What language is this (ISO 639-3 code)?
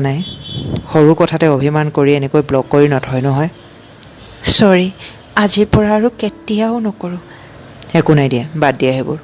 asm